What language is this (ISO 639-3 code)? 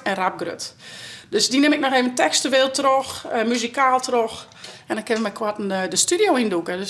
fry